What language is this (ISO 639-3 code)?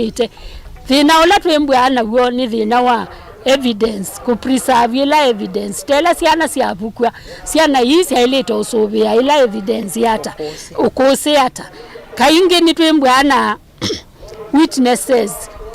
kam